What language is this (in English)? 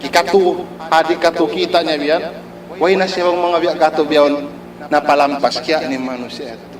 Tausug